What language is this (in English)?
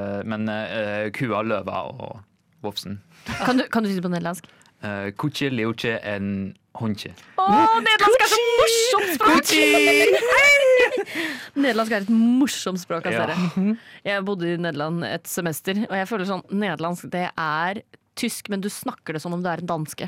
Norwegian